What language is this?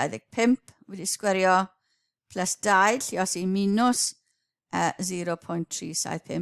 Welsh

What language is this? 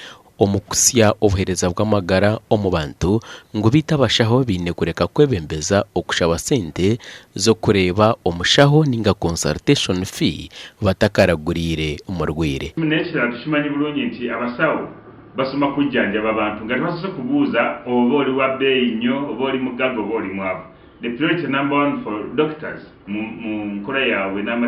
Nyankole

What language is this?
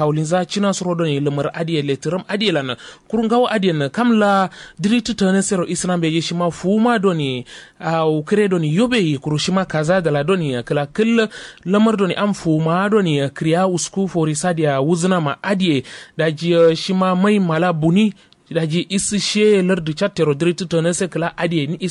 Kanuri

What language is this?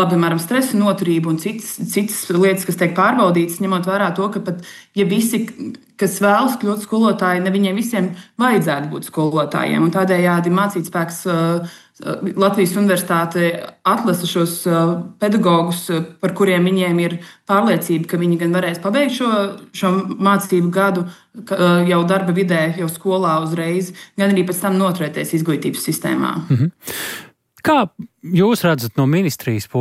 Latvian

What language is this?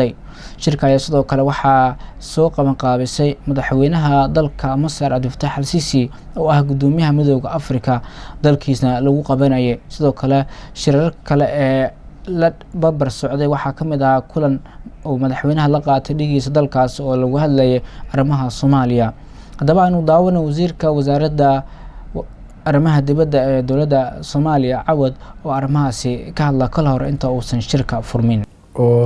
Somali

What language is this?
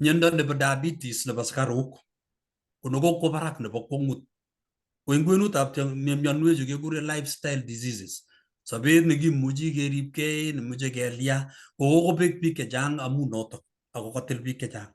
Kalenjin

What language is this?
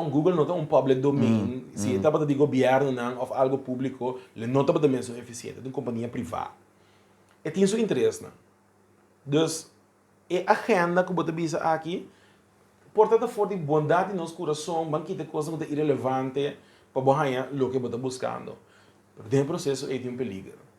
Papiamento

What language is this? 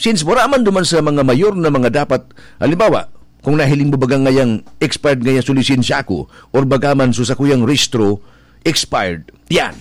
Bikol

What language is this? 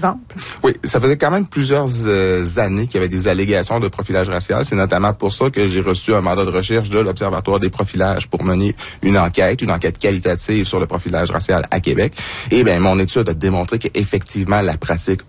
French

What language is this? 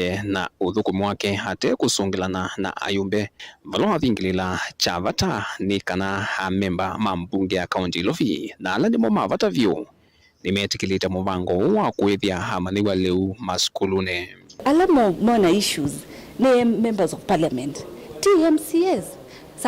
Kamba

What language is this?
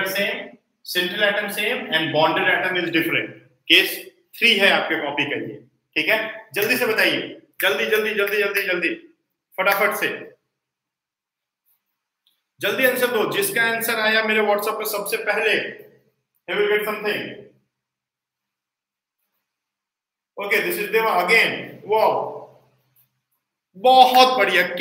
Hindi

